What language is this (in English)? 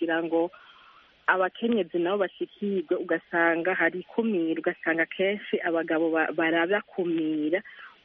Kinyarwanda